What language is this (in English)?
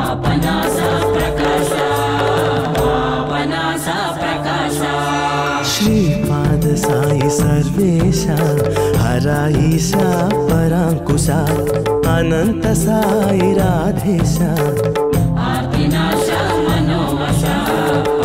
Telugu